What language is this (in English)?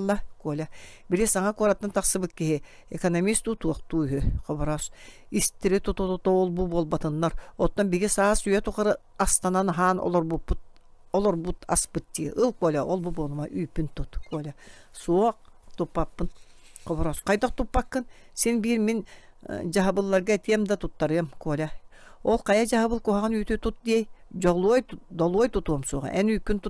Yakut